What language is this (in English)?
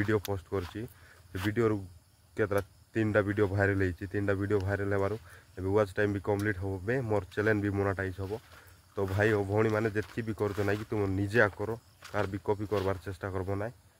Odia